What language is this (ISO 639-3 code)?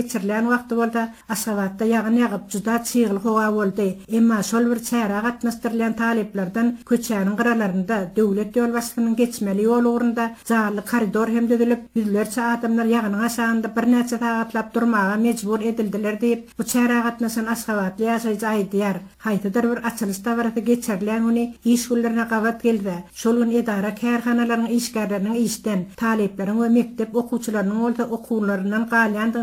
tuk